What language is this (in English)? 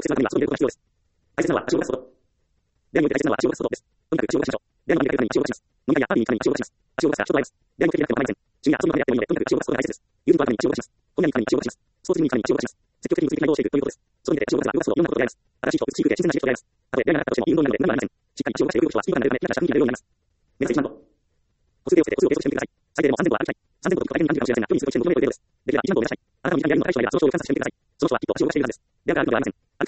Japanese